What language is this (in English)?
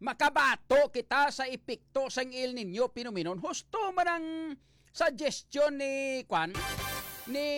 Hiligaynon